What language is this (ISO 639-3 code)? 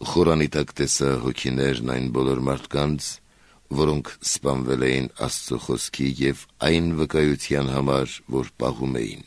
hye